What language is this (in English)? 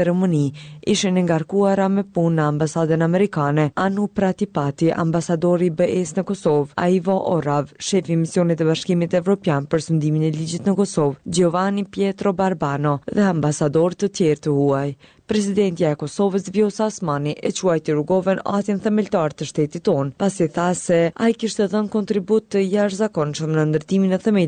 Albanian